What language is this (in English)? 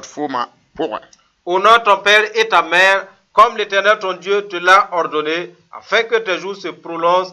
Mossi